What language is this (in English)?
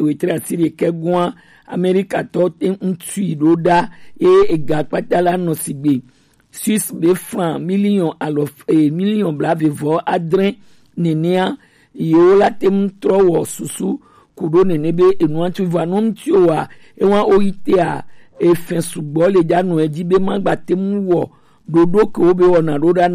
Gen